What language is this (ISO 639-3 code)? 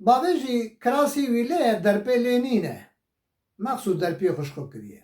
kur